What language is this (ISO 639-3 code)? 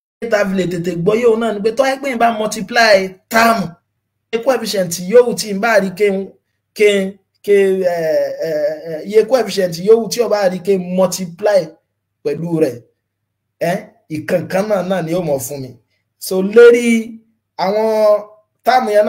yor